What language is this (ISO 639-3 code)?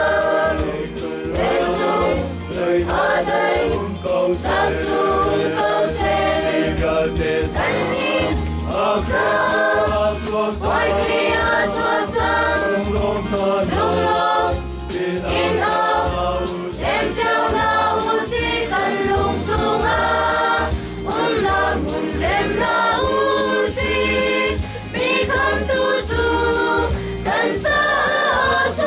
cnh